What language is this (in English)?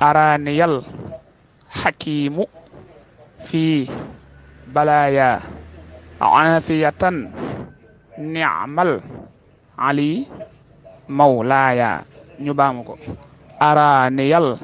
Wolof